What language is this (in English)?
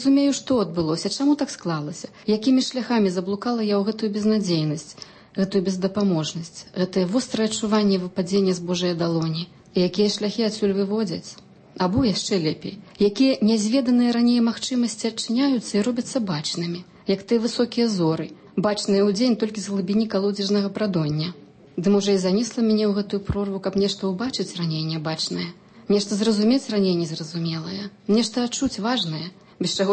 Belarusian